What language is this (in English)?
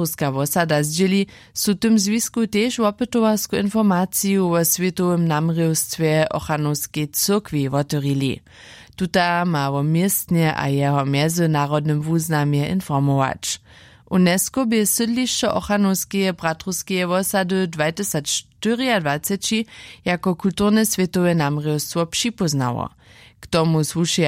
Upper Sorbian